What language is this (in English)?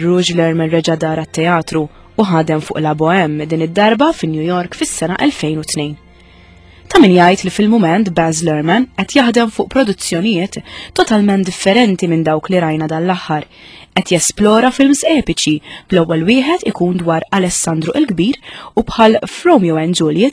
Maltese